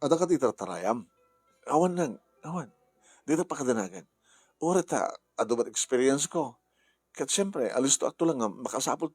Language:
Iloko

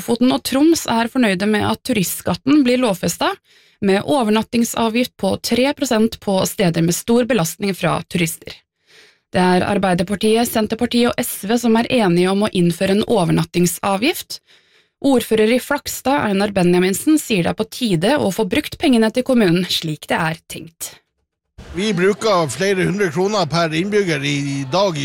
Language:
Norwegian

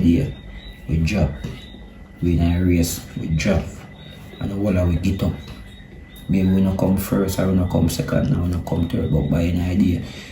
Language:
Jamaican Creole English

